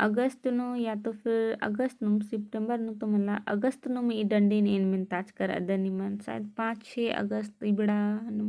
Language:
Kurukh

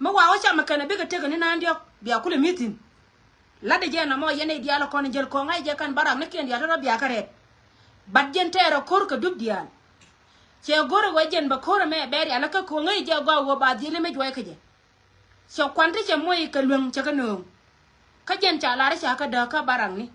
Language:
Nuer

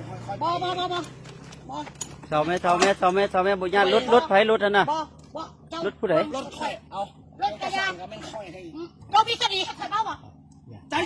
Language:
Lao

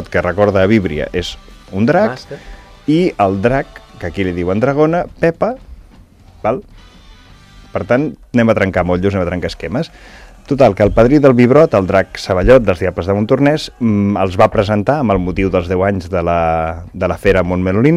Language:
Catalan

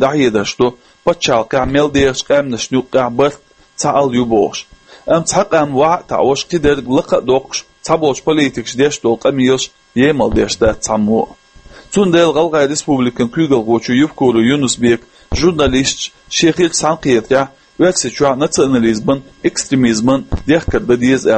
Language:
Chechen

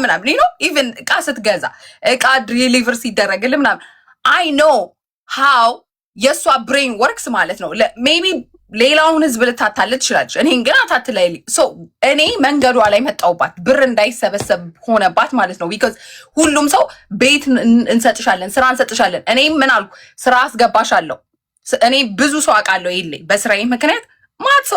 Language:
Amharic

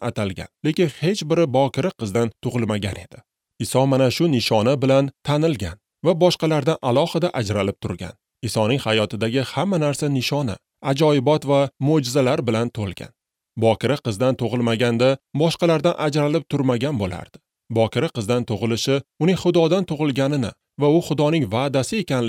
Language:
Uzbek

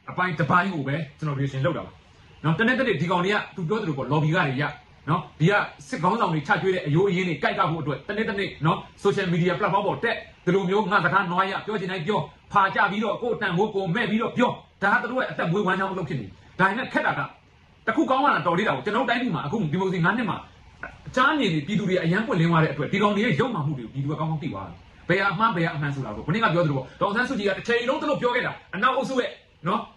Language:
Burmese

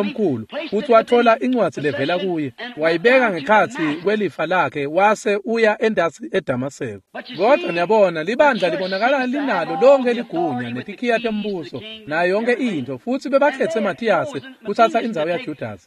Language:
Swati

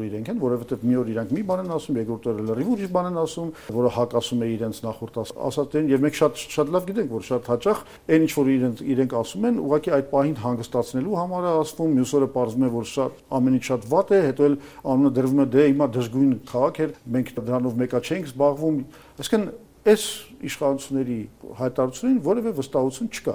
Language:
Armenian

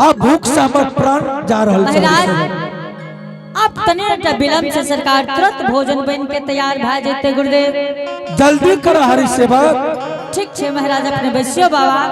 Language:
Angika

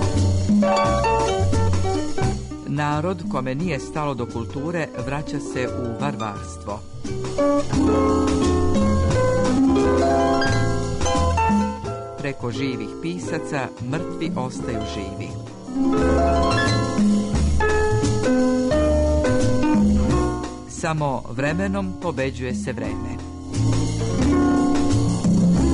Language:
Serbian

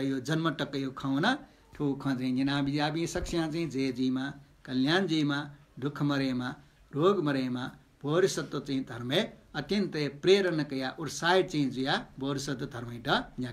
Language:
Newari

